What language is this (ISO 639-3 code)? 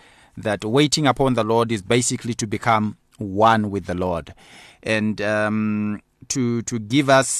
eng